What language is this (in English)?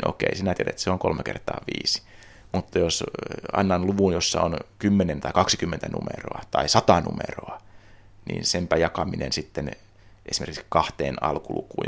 Finnish